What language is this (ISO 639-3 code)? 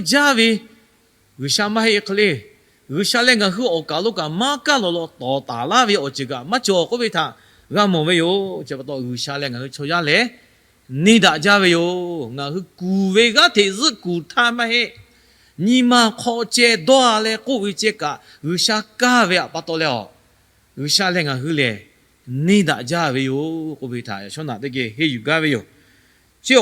lhu